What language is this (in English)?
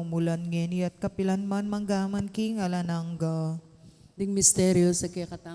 Pampanga